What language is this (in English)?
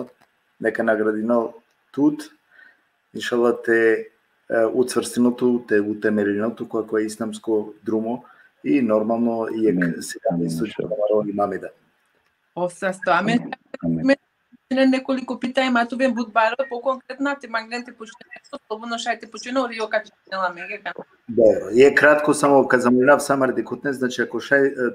Balkan Romani